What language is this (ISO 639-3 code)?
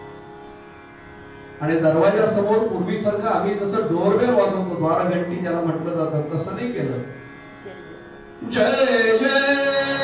mar